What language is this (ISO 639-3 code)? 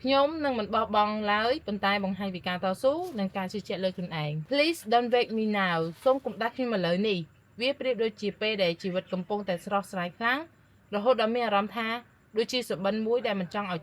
khm